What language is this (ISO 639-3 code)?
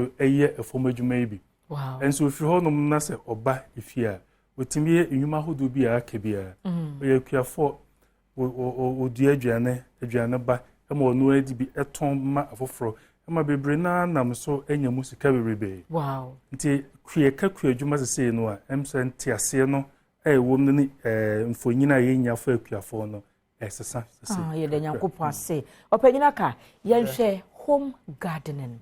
aka